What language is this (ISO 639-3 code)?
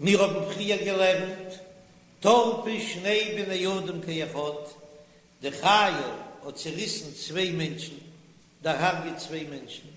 yid